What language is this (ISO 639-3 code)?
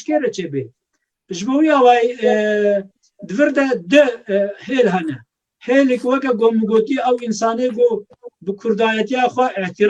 kur